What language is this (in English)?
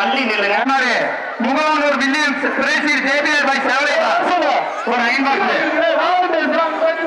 Tamil